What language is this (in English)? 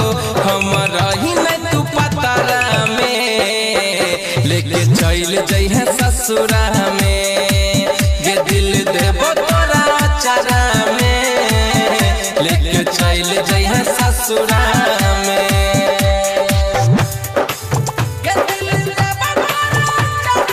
Bhojpuri